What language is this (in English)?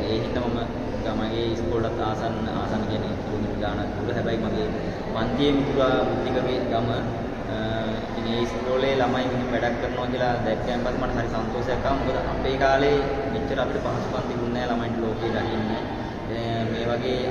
Sinhala